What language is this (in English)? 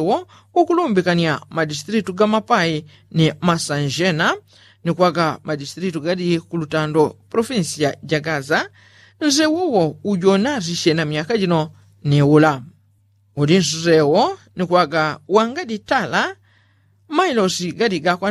Yao